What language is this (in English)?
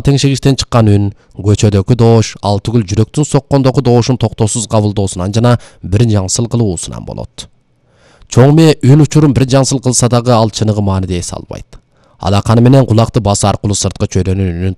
Kyrgyz